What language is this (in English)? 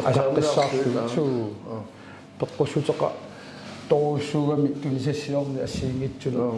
Kalaallisut